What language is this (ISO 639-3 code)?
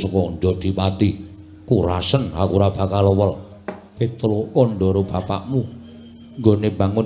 jav